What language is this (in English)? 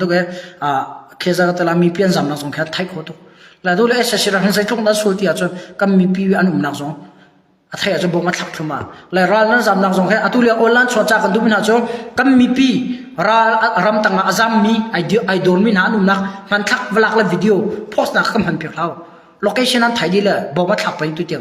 Hakha Chin